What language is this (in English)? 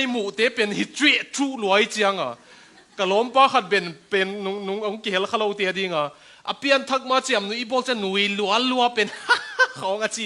Tedim Chin